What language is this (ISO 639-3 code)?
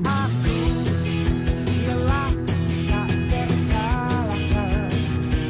ind